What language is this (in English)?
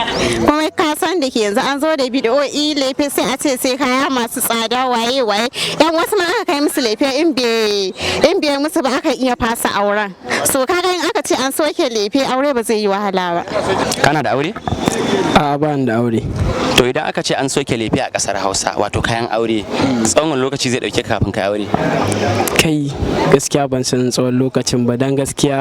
Hausa